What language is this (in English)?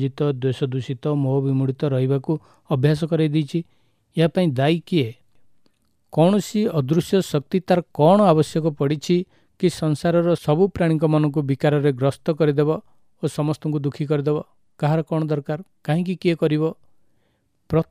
Odia